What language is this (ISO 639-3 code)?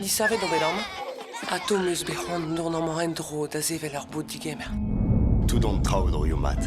bre